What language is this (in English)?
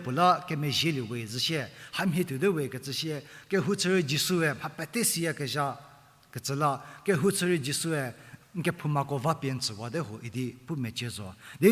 Angami Naga